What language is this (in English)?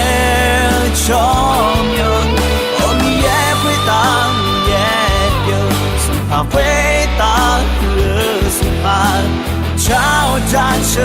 Akha